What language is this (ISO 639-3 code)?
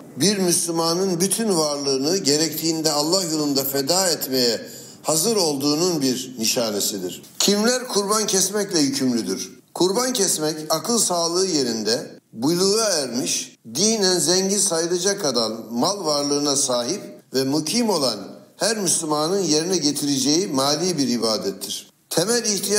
tur